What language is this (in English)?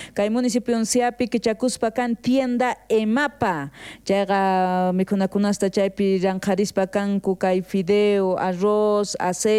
South Bolivian Quechua